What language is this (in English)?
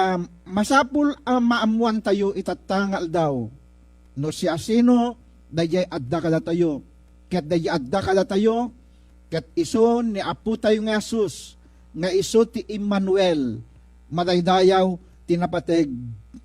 Iloko